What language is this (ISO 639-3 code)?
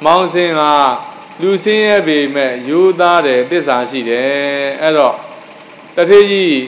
mya